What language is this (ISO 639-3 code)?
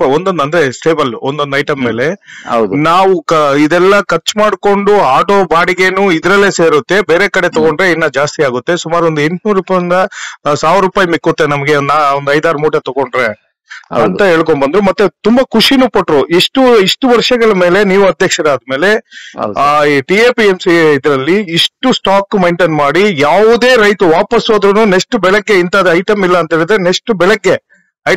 kan